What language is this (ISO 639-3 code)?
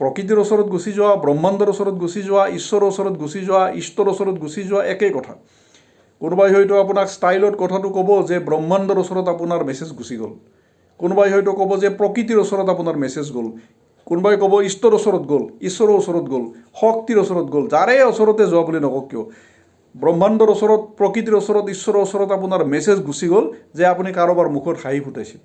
asm